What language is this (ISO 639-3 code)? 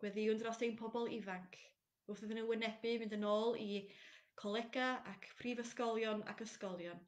cym